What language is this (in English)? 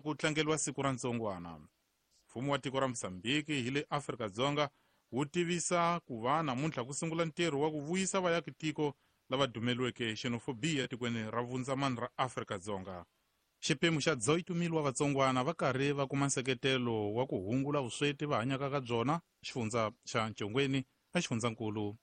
Tsonga